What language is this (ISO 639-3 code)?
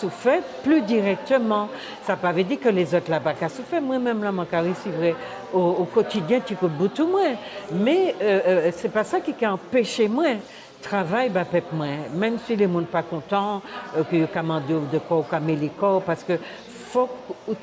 gcf